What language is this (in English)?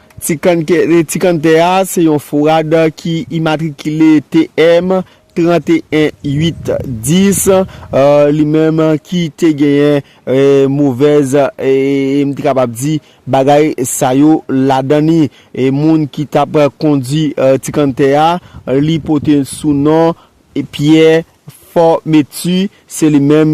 Haitian Creole